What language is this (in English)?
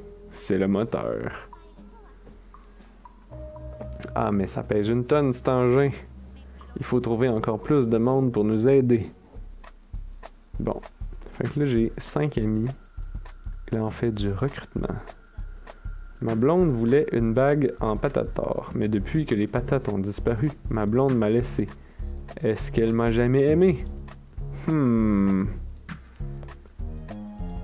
French